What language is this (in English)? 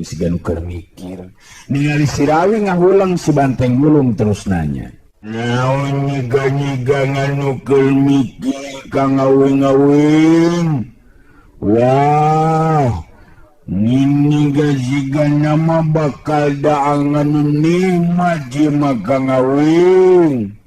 Sundanese